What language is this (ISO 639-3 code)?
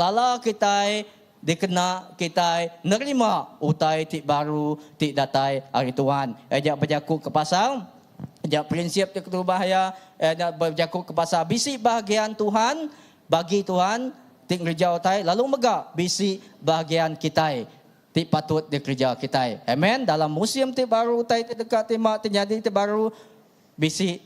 iba